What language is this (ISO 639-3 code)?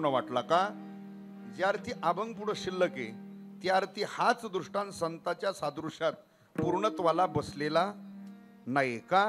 mar